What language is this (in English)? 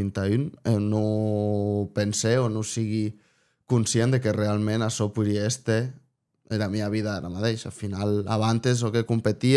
Occitan